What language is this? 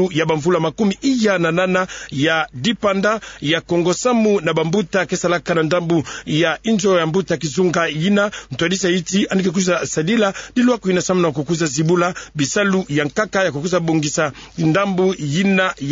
Kituba (Democratic Republic of Congo)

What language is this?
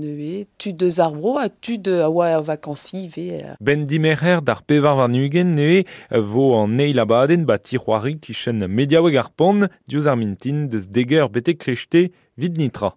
Breton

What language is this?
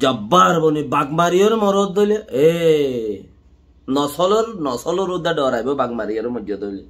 Rohingya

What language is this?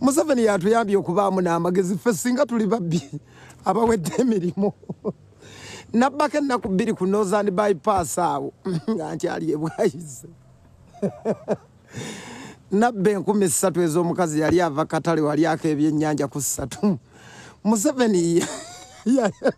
Ganda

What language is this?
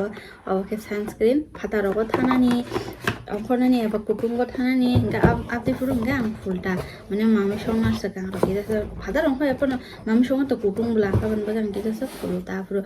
Kok Borok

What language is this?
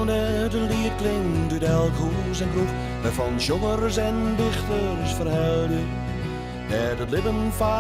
Western Frisian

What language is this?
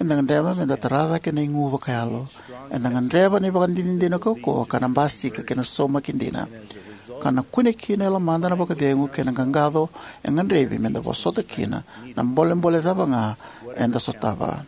Fijian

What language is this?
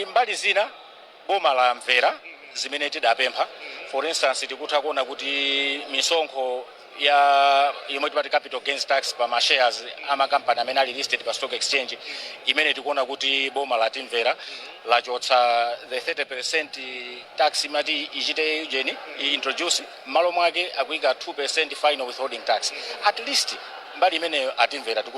Nyanja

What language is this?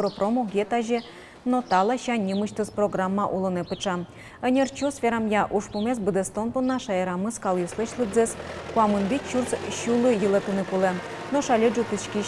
Udmurt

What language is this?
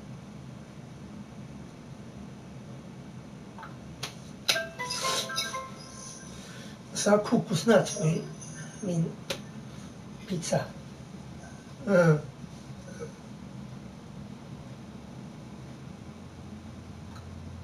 Swedish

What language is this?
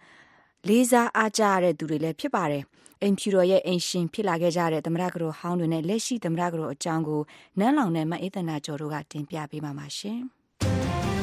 Burmese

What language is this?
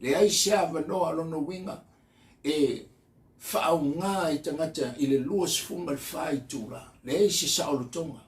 Samoan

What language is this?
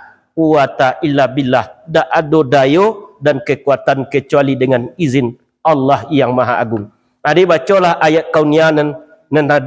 Minangkabau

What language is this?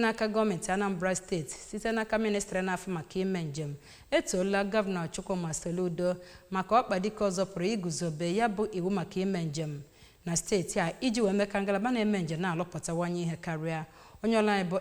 Igbo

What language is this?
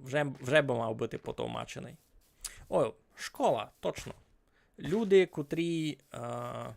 Rusyn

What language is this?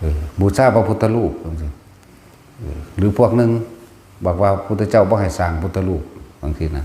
Northeastern Thai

